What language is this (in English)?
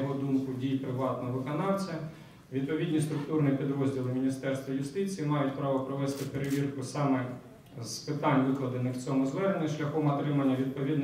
Ukrainian